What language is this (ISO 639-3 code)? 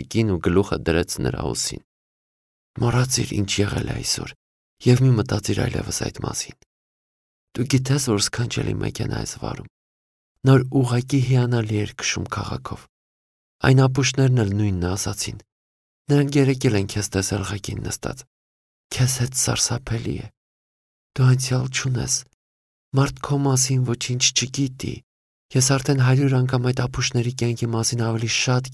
hye